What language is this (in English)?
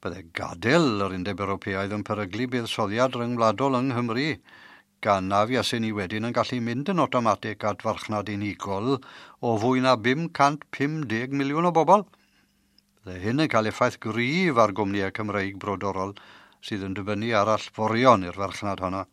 Welsh